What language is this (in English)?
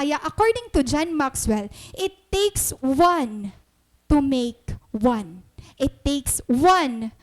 Waray